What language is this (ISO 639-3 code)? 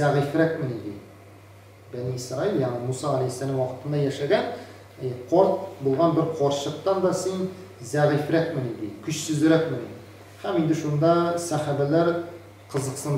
tat